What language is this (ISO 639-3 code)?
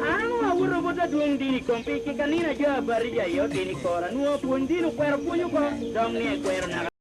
laj